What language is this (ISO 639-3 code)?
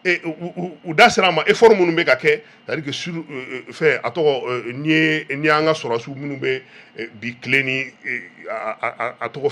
bam